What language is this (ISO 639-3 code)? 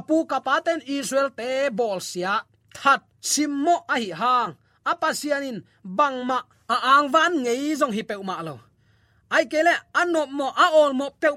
ctd